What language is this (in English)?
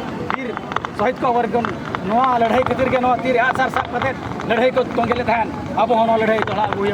Santali